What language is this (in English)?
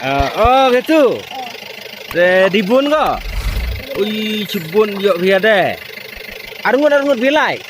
Khasi